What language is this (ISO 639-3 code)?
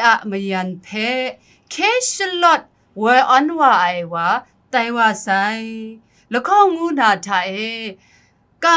kac